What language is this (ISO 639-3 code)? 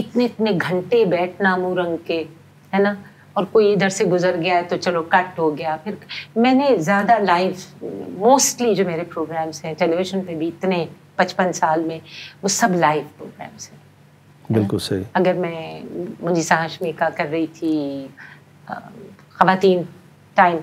urd